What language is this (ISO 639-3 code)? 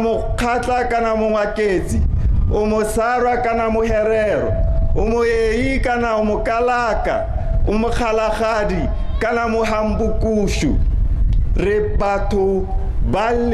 tsn